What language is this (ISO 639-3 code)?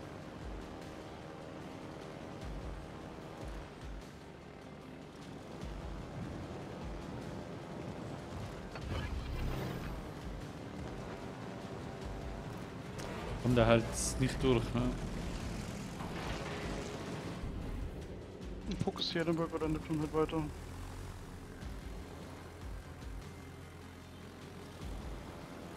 deu